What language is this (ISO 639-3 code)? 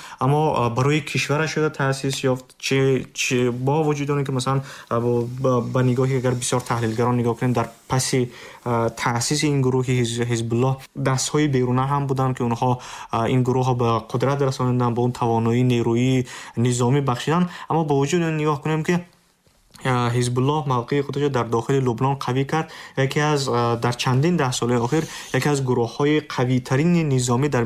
tgk